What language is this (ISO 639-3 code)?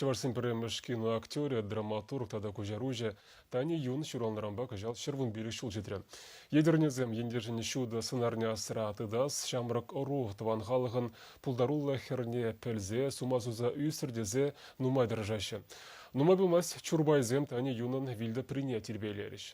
chv